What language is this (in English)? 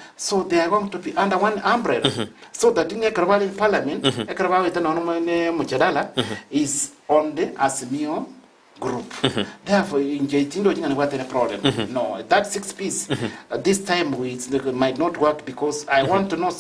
Gusii